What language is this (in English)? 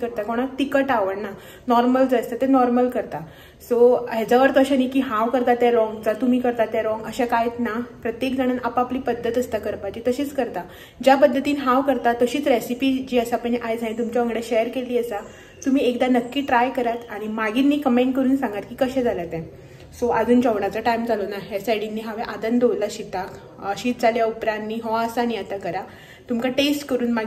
Konkani